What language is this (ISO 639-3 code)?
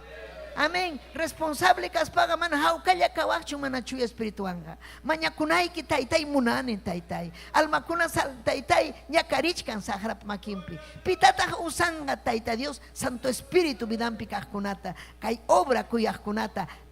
quy